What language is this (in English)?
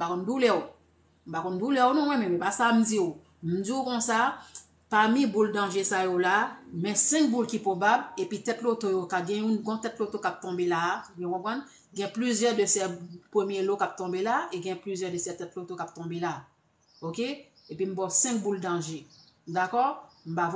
Haitian Creole